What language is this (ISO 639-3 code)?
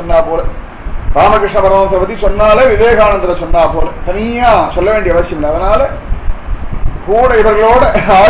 tam